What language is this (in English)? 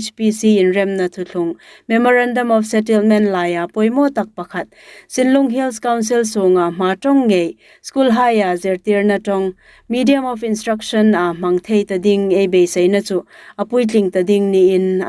Hmar